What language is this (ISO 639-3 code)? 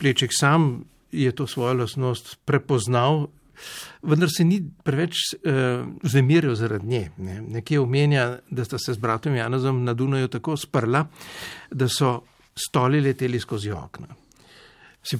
slv